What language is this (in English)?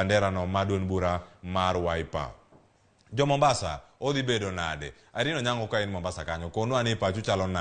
Luo (Kenya and Tanzania)